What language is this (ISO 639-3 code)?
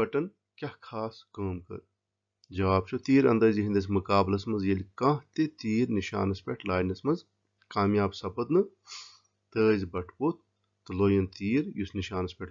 kas